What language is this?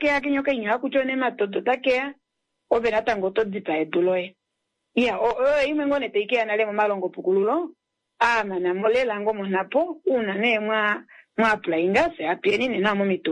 Kuanyama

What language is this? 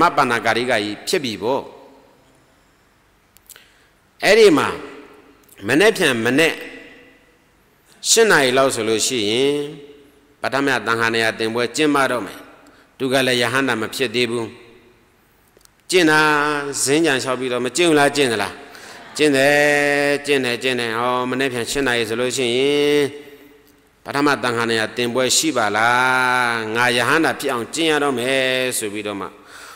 Burmese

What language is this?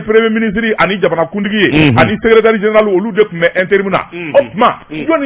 Bambara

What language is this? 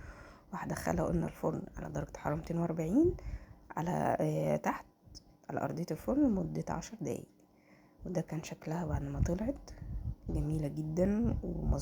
Egyptian Arabic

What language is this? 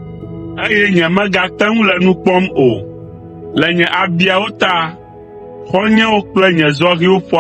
Ewe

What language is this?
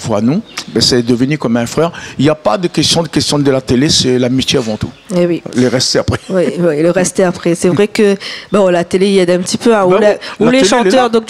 Réunion Creole French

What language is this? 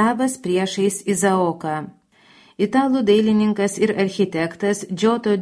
Lithuanian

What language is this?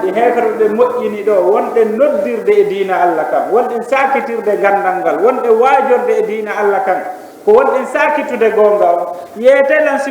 Fula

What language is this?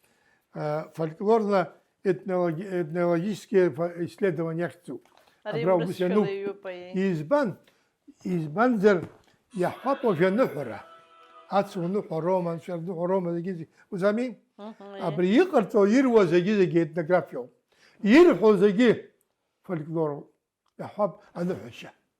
Abkhazian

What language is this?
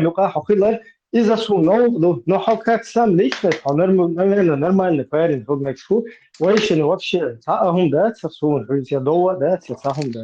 Chechen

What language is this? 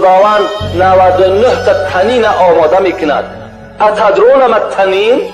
Tajik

